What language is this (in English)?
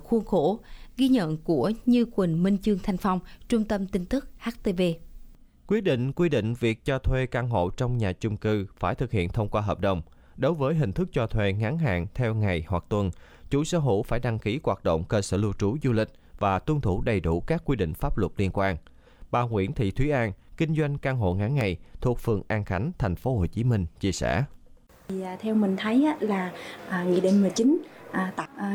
Vietnamese